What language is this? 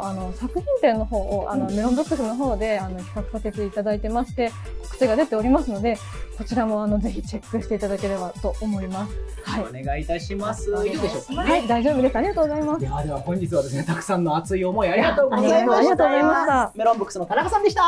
Japanese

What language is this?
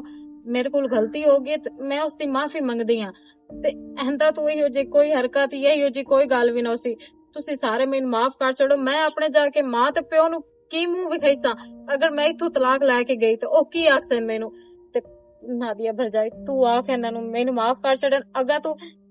Western Panjabi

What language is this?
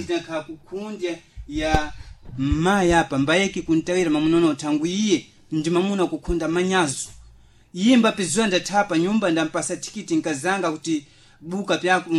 Sena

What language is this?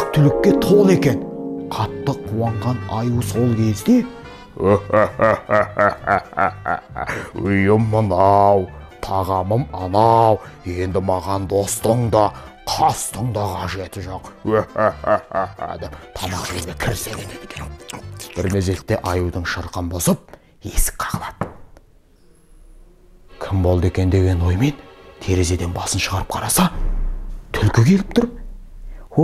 Kazakh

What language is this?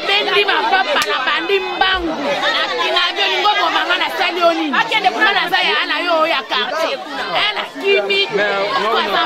Lingala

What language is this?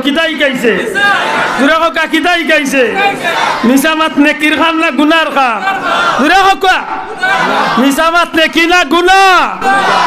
Sylheti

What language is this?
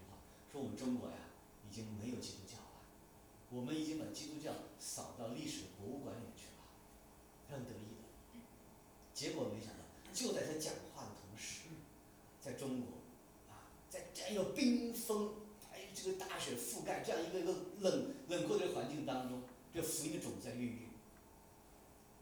Chinese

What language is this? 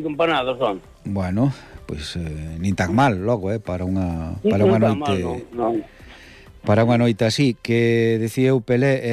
Galician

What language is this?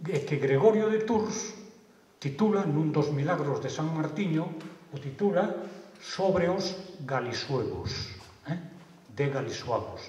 Galician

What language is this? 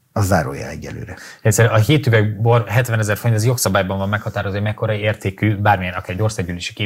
Hungarian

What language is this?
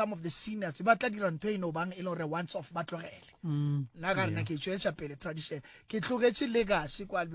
Northern Sotho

